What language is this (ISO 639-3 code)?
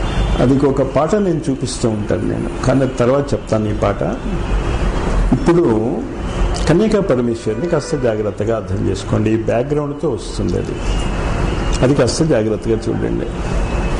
tel